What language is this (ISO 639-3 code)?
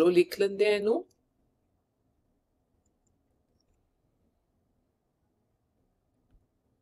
pan